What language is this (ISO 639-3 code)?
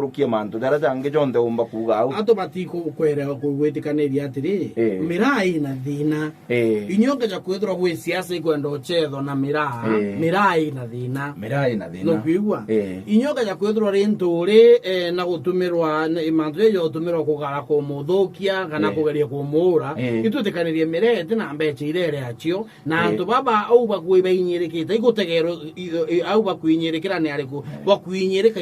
mer